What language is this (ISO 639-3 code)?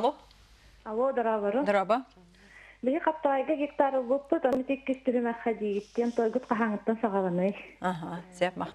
sah